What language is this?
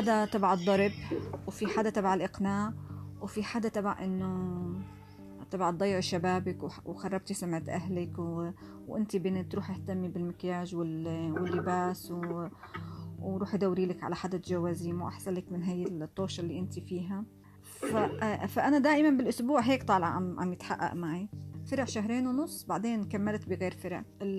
North Levantine Arabic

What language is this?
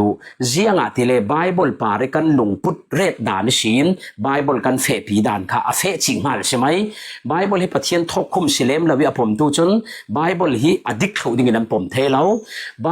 Falam Chin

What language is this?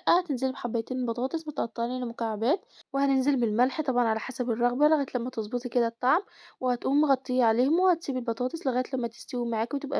Egyptian Arabic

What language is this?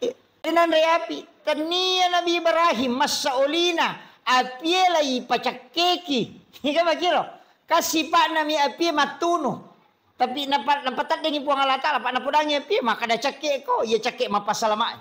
Buginese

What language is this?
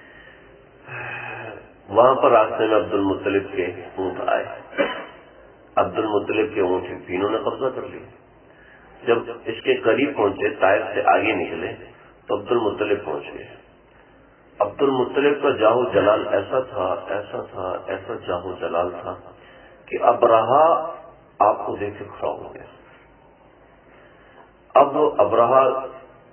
Urdu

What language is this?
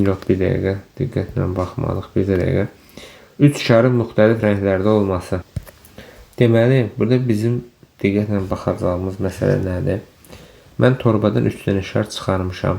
Azerbaijani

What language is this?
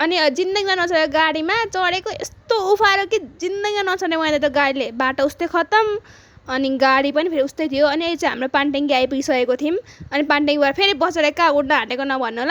Nepali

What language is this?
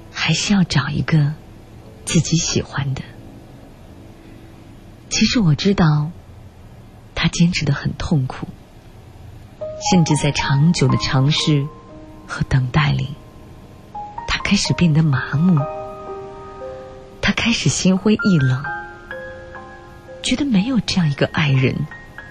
Chinese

